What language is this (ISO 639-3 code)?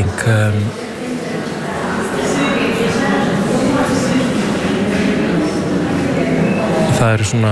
isl